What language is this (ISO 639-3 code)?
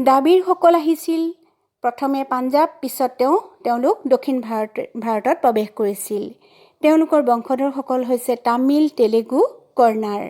asm